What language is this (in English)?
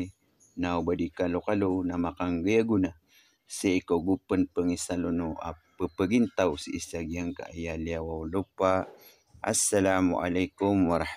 Maranao